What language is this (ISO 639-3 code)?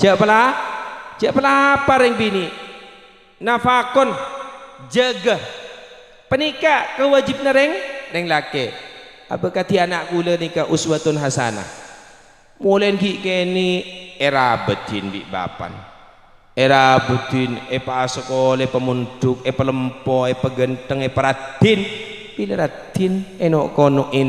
mad